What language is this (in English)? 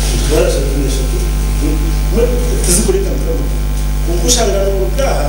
Nyankole